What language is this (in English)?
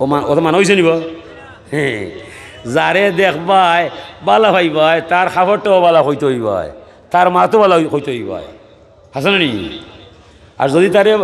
Sylheti